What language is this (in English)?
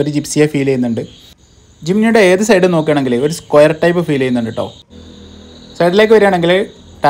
Malayalam